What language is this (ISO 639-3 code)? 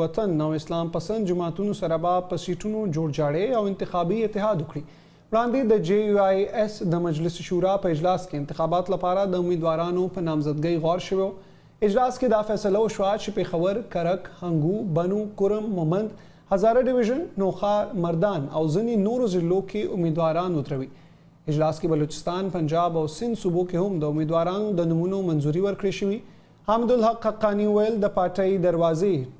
pus